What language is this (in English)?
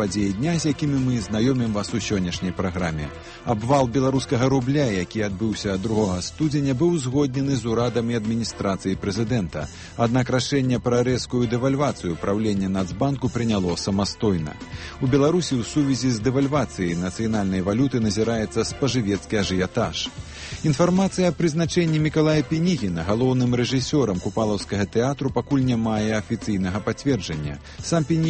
Belarusian